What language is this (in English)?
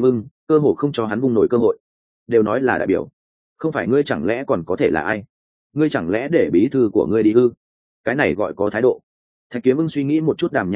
Vietnamese